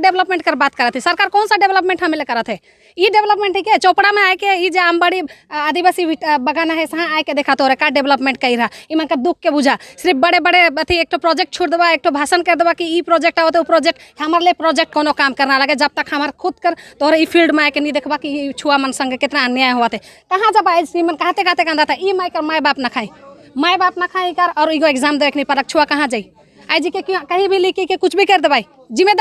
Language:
Sadri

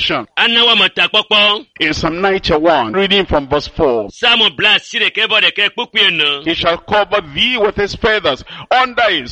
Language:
Ewe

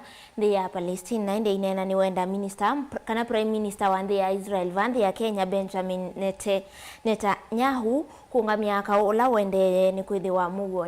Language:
Kamba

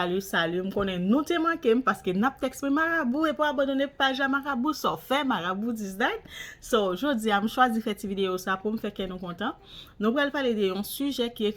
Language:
Haitian Creole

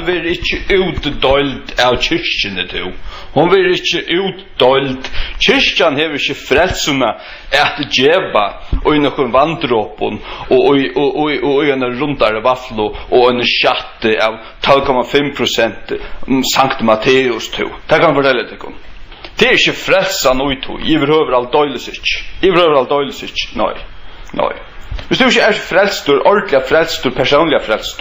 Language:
Faroese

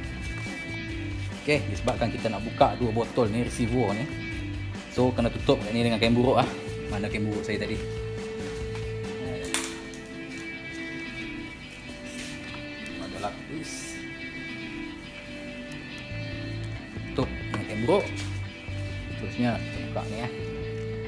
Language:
Malay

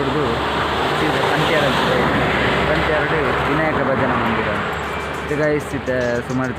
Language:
Tulu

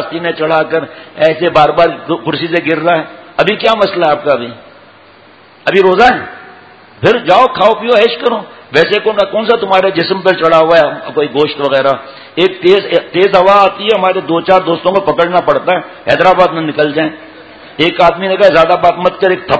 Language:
Urdu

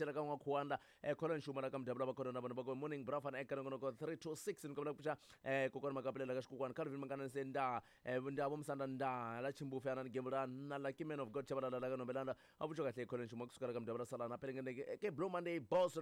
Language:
Tsonga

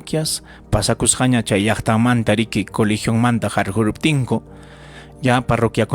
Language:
Ayacucho Quechua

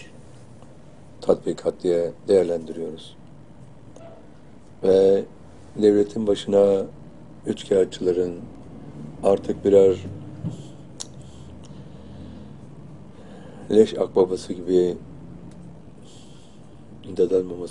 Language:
Turkish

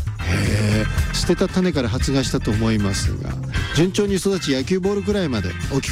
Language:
Japanese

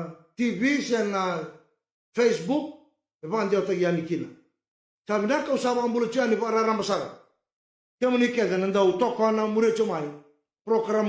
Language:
Fijian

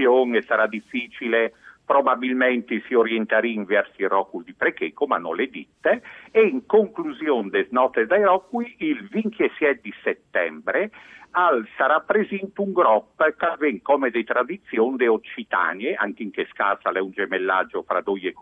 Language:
Friulian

